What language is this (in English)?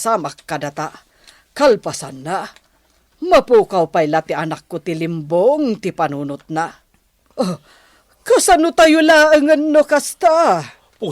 Iloko